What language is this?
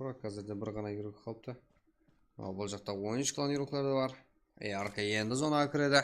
Kara-Kalpak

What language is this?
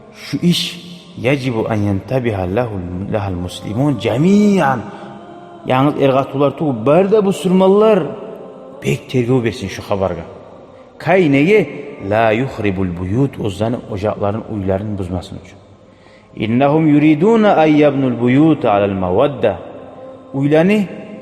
Kumyk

